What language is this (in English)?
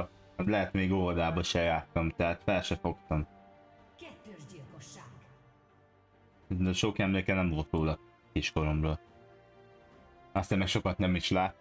Hungarian